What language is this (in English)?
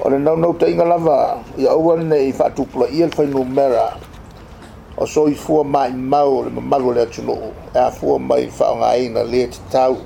Samoan